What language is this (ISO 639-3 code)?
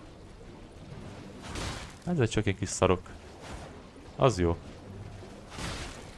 hun